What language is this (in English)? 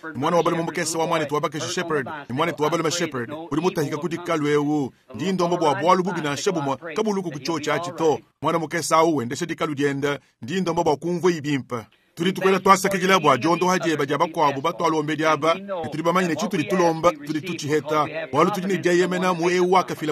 Luba-Lulua